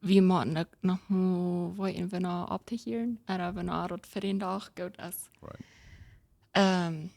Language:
Plautdietsch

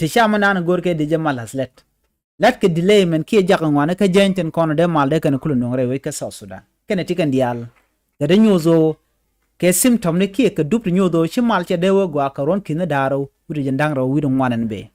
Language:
Nuer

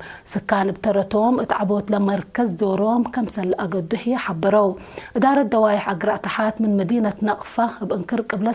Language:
Tigre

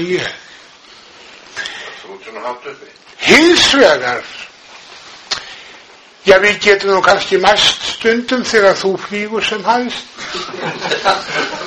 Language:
Icelandic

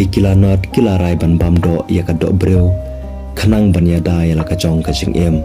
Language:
Khasi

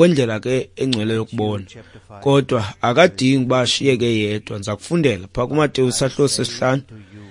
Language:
Xhosa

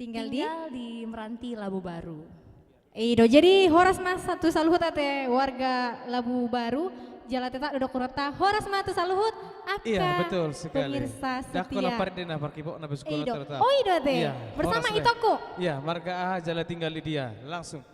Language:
Batak Toba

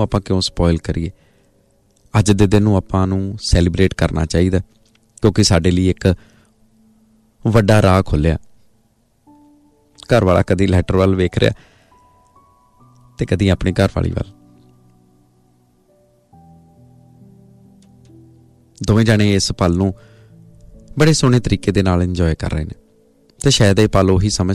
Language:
Punjabi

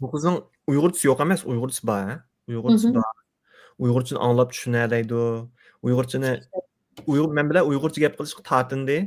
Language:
Uyghur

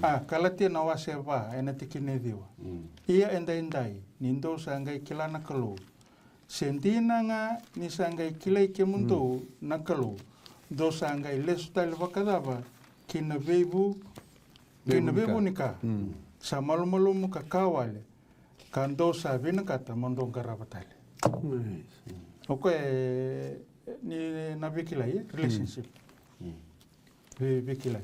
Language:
Fijian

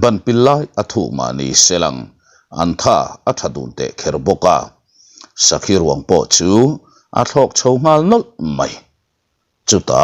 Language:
Mizo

